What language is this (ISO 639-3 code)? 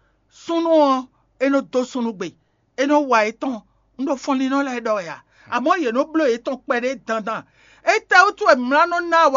fon